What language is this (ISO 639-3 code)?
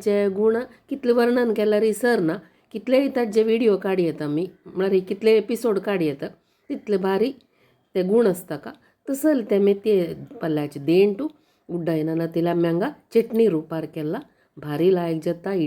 kok